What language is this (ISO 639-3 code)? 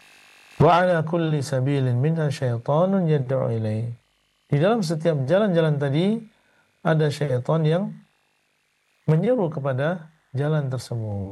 ind